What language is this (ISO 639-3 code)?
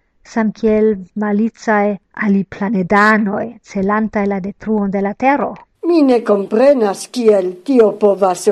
epo